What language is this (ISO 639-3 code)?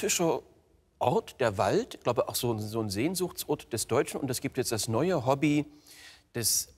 deu